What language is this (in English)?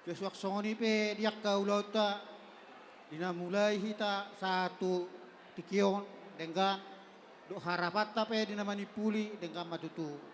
Batak Toba